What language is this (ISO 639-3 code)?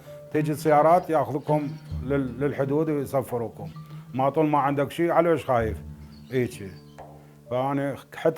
acm